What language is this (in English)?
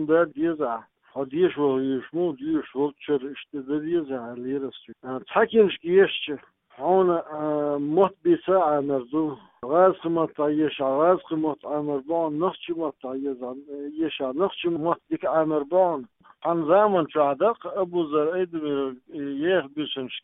Chechen